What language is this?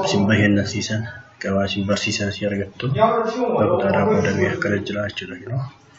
Oromo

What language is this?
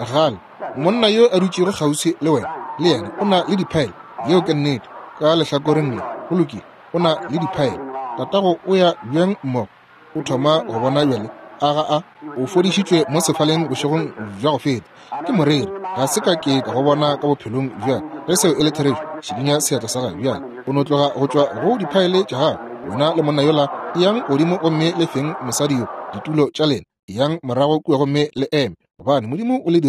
Northern Sotho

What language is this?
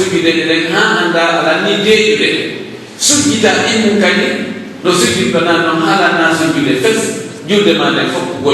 Pular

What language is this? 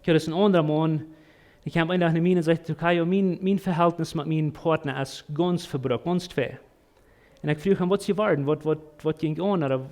Plautdietsch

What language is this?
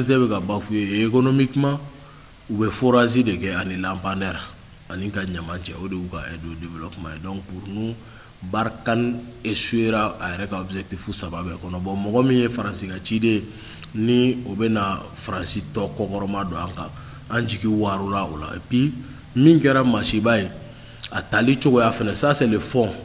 Bambara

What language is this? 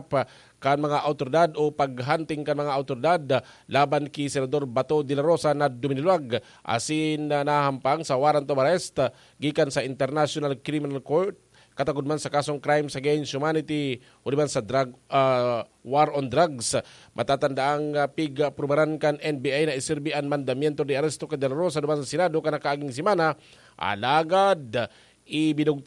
Bikol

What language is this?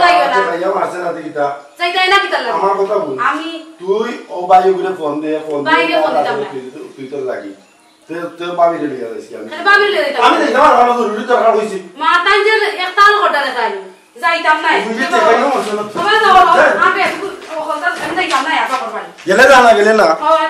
Sylheti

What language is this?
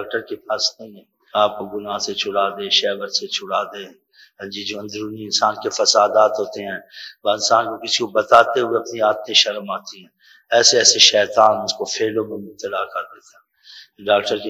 Urdu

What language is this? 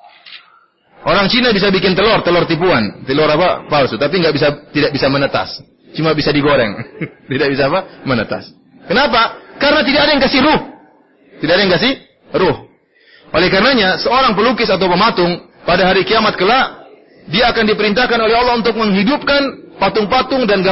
Indonesian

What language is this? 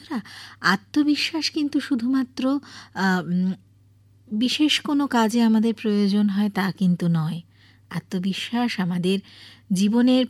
Bangla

